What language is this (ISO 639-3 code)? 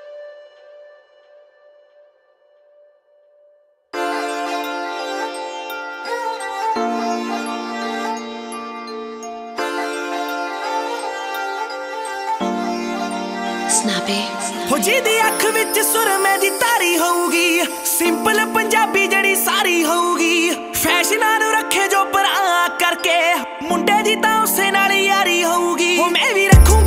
pan